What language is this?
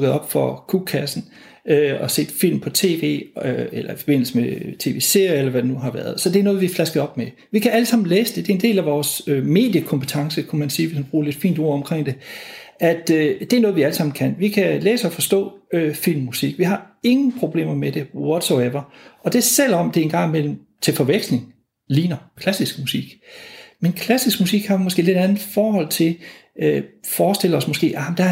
Danish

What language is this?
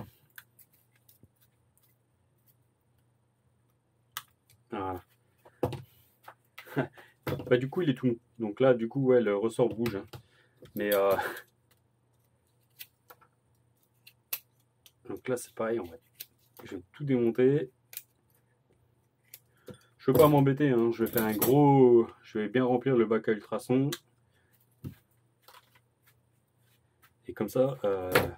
French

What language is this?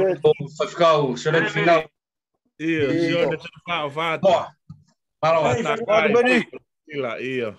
Tongan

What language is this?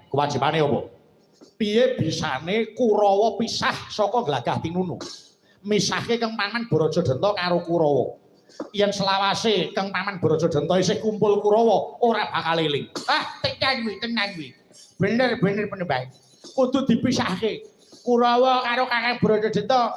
Javanese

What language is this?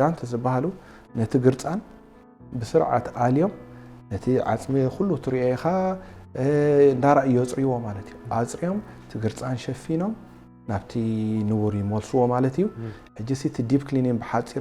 Tigrinya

